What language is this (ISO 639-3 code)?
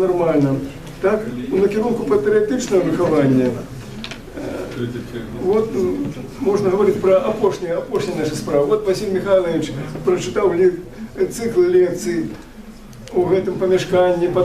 bel